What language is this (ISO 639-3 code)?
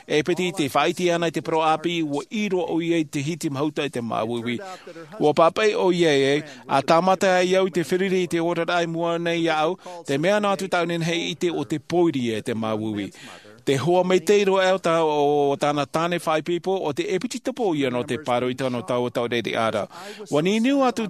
tah